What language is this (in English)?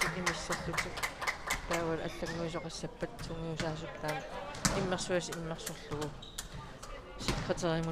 Kalaallisut